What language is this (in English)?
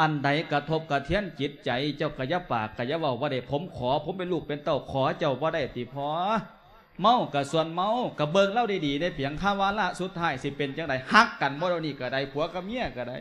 Lao